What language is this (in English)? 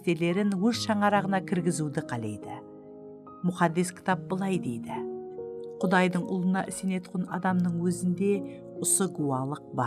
Kara-Kalpak